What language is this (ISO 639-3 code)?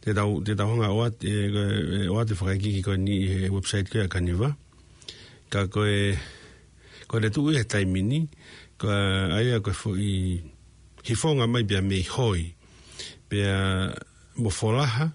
ton